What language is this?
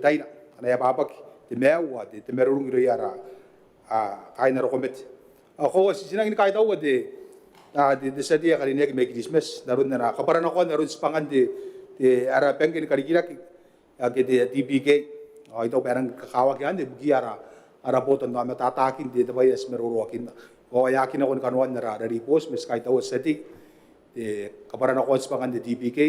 Gilbertese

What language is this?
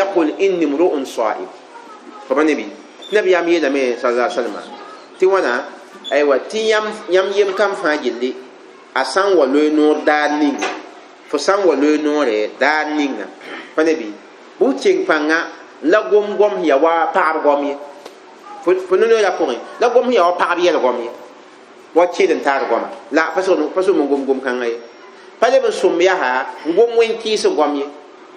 Mossi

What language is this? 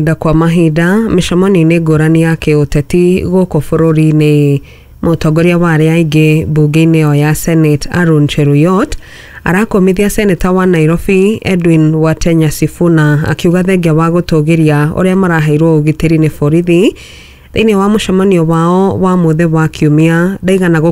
Kikuyu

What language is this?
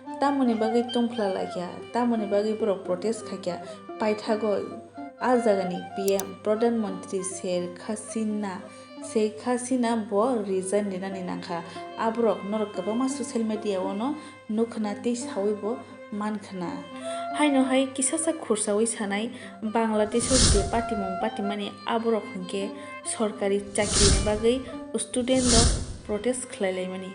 Kok Borok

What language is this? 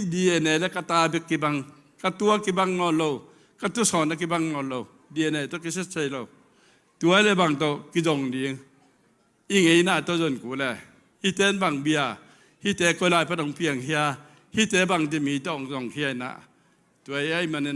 Tedim Chin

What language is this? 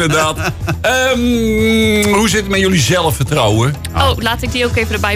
Dutch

